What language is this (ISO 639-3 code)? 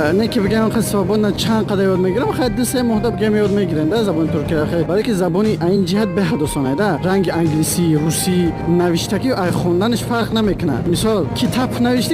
tgk